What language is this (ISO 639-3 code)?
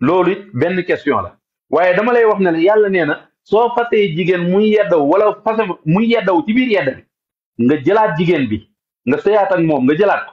wol